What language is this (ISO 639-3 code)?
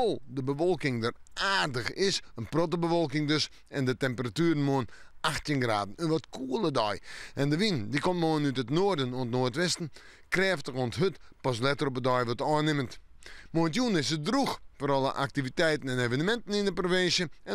fry